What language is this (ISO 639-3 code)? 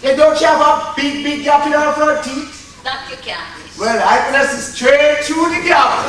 jam